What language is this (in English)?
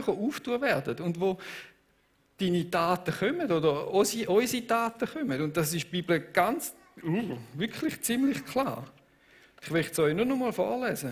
Swiss German